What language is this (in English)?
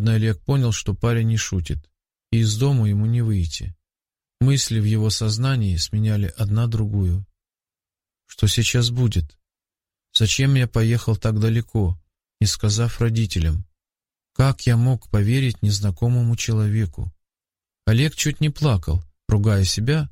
Russian